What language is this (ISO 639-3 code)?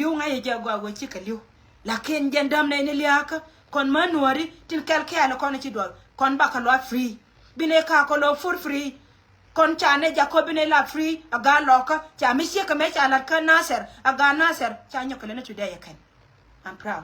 nus